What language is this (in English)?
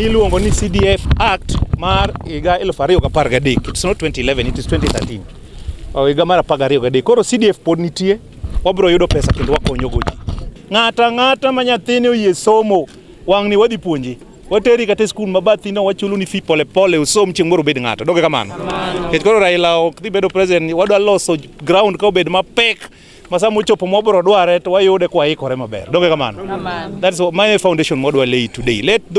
Luo (Kenya and Tanzania)